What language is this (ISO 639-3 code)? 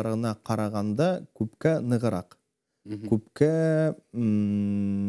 bak